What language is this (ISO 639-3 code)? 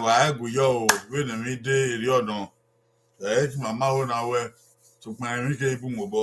bin